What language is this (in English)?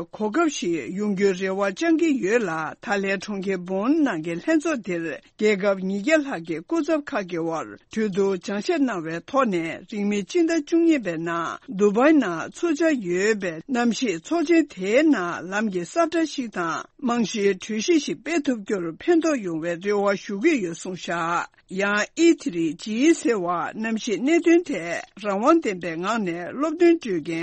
Tibetan